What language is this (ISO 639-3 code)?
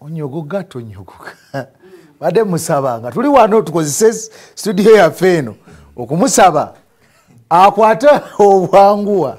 lug